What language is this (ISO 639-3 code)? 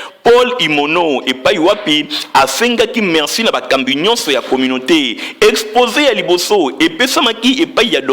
lin